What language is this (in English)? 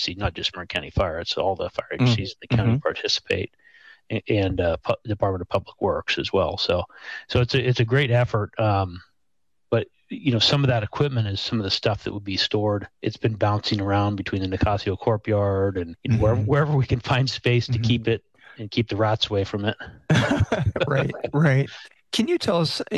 English